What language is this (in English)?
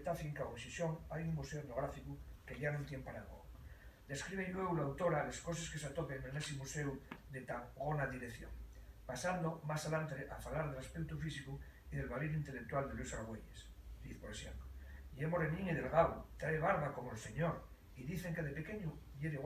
Asturian